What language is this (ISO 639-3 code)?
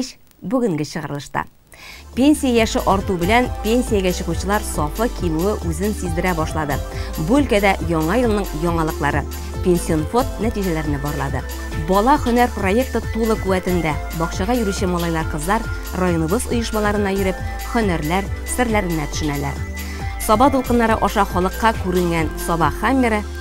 tat